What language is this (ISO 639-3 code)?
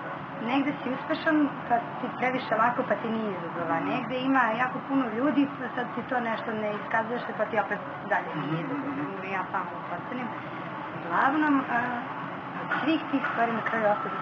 srp